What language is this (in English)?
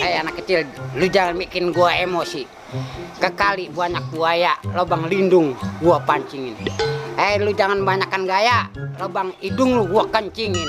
Betawi